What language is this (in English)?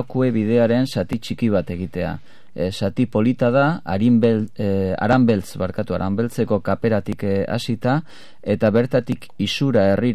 Basque